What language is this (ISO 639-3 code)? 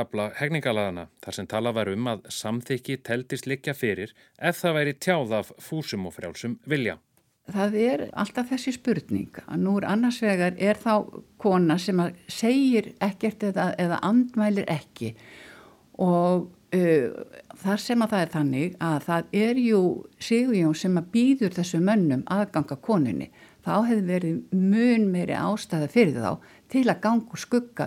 isl